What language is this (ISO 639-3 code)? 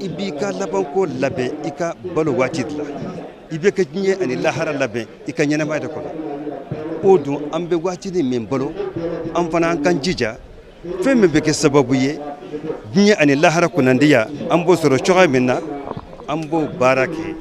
bam